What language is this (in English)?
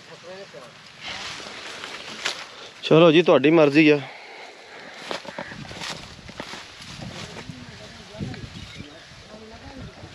Punjabi